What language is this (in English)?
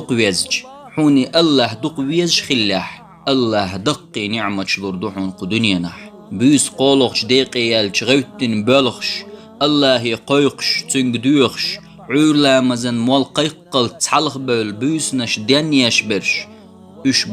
Chechen